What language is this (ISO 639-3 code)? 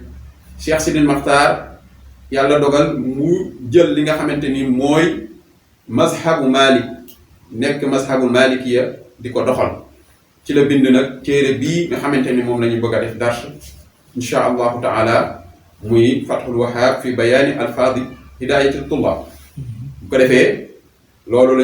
wol